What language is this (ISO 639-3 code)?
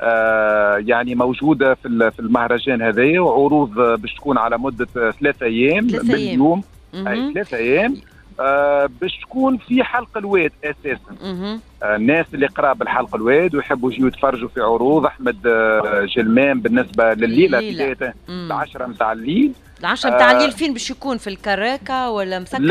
aeb